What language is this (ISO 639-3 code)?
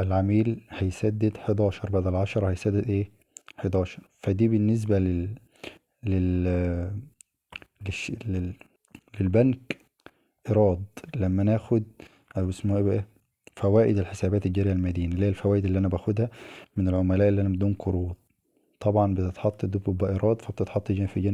arz